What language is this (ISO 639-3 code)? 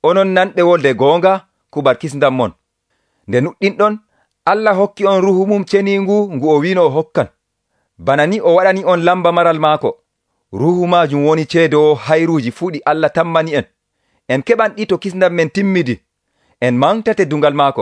fuv